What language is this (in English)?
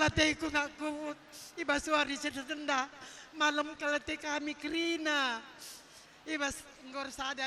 Batak Karo